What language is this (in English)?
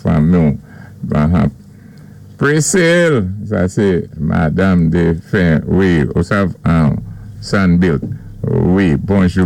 Saint Lucian Creole French